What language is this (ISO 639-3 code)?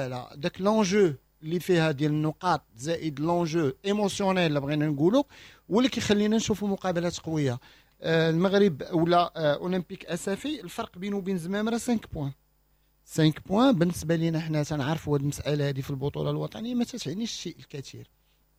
ary